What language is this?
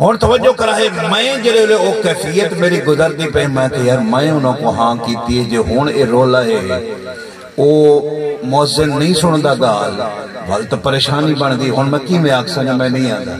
Saraiki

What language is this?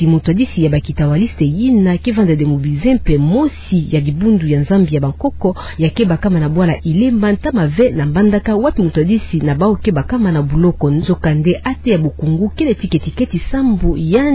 Kituba (Democratic Republic of Congo)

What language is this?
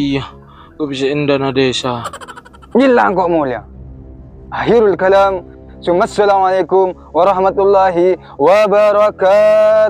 Madurese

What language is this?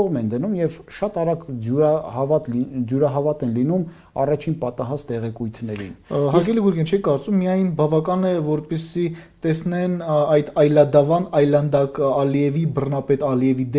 Armenian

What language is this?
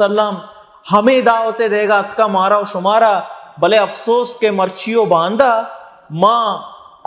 Baluchi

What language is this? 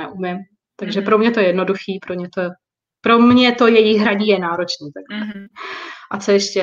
Czech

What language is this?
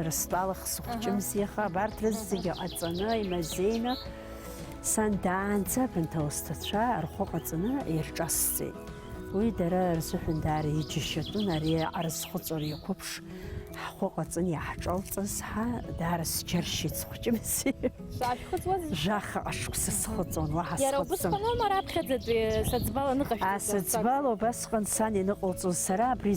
Abkhazian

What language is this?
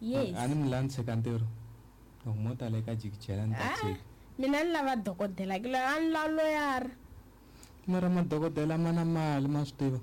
Tsonga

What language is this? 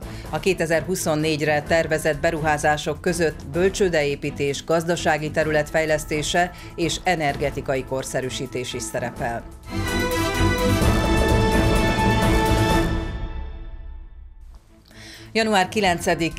Hungarian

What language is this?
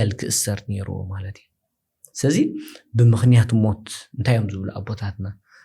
Tigrinya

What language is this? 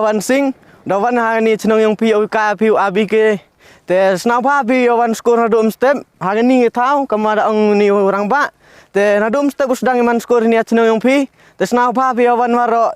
Khasi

